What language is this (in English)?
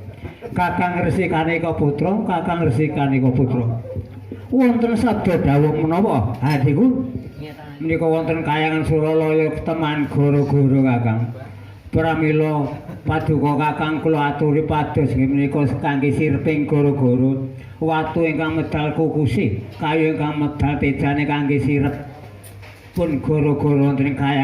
Javanese